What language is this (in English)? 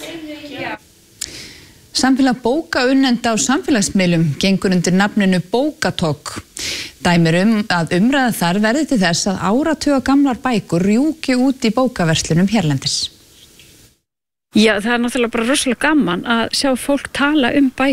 Icelandic